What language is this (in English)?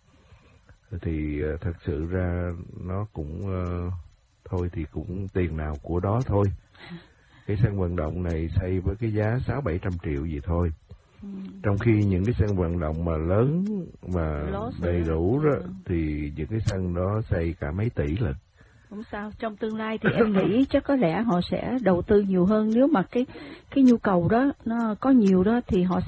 Vietnamese